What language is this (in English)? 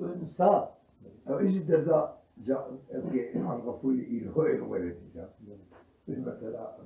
Kurdish